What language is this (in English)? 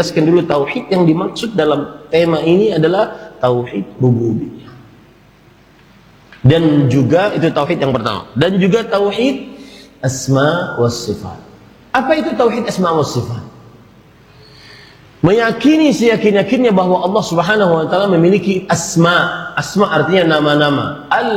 Indonesian